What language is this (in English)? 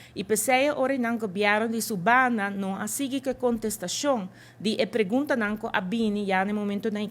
Papiamento